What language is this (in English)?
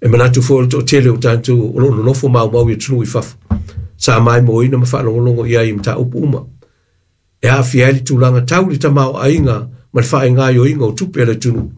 Samoan